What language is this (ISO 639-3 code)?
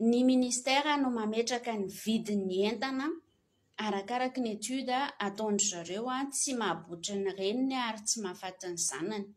mlg